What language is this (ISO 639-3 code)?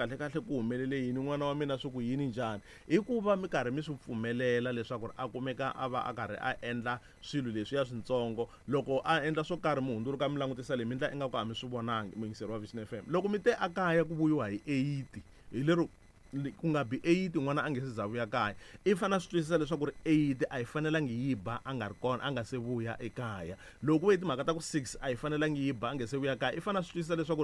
tso